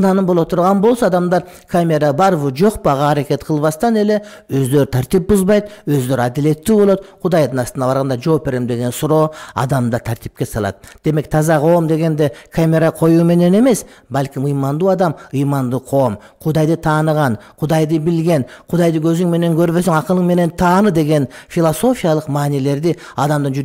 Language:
Kyrgyz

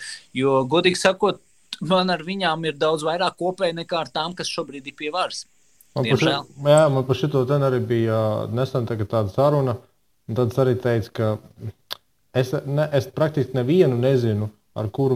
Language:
Latvian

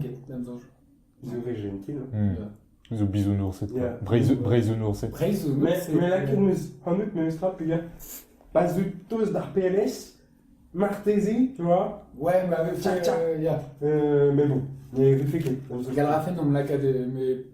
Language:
Breton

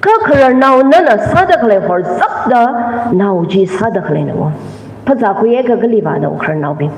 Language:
Tangkhul Naga (India)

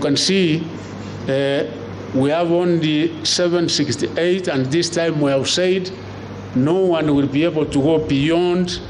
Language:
Kikuyu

